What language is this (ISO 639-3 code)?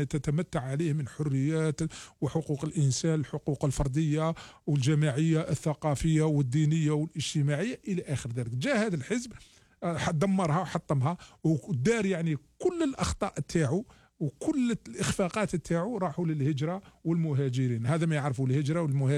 arq